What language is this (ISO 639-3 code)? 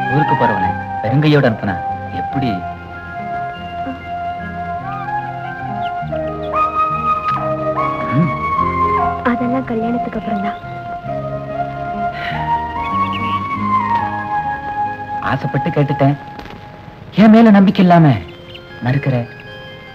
tam